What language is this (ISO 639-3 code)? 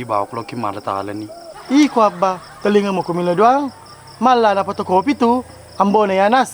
bug